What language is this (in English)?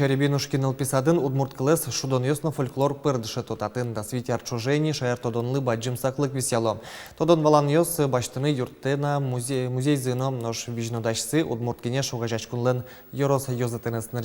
Udmurt